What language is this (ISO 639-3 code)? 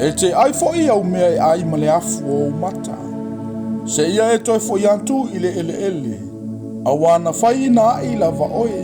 smo